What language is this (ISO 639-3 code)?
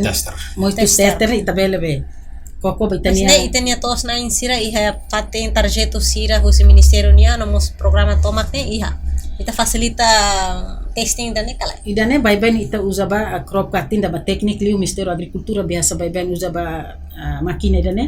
tet